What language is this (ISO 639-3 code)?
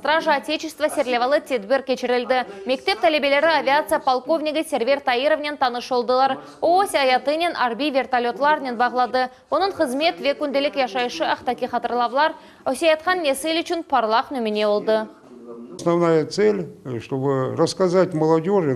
crh